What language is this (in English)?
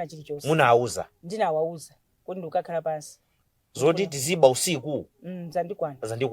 Nyanja